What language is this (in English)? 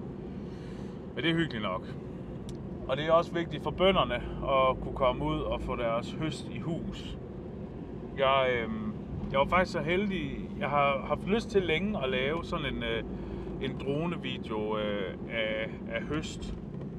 Danish